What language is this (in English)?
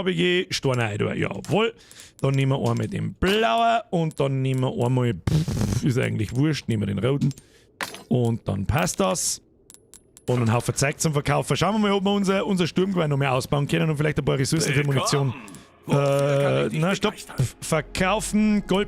Bavarian